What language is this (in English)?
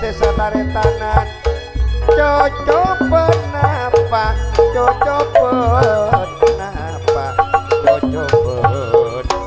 Madurese